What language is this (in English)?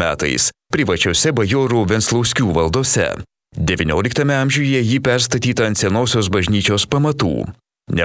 Lithuanian